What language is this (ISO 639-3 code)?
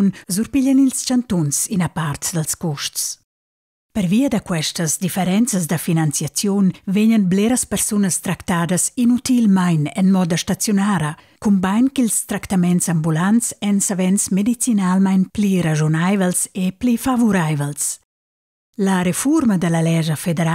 roh